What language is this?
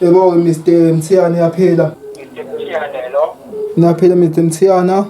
Zulu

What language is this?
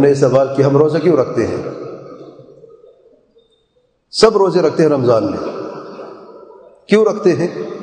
Urdu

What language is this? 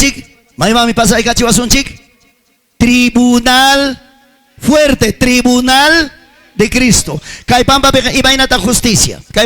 Ayacucho Quechua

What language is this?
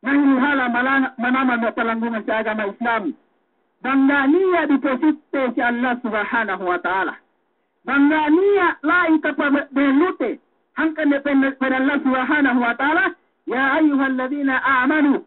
Yakan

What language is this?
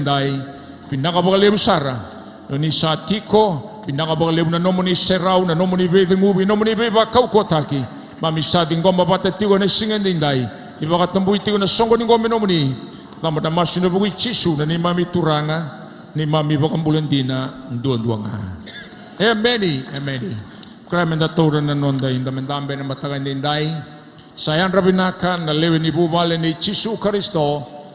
Fijian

